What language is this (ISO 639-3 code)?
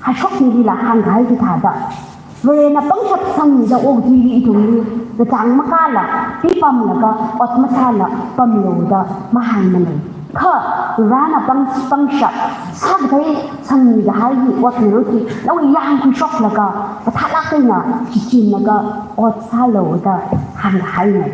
nmf